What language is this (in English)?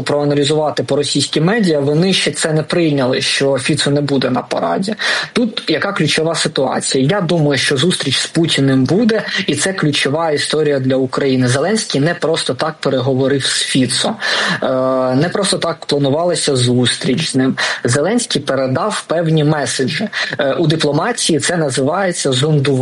Ukrainian